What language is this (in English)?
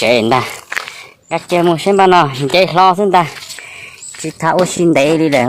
Hmong